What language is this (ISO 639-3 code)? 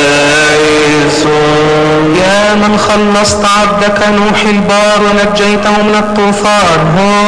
ara